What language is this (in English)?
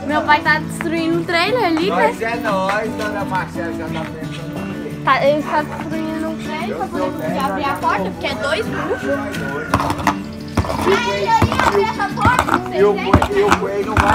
Portuguese